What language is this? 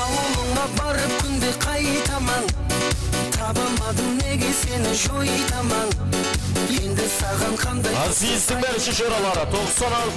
Kara-Kalpak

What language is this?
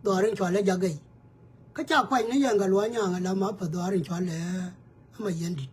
Nuer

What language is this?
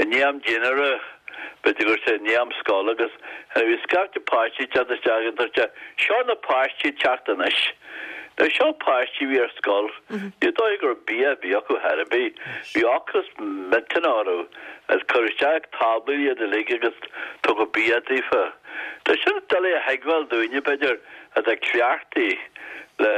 Irish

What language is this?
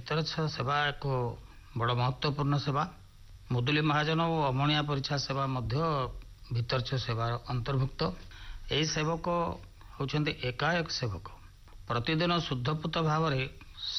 Odia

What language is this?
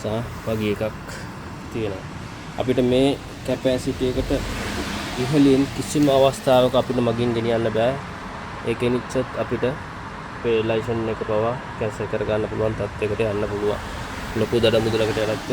Sinhala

